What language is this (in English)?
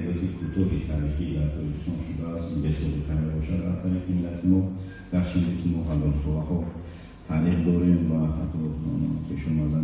Tajik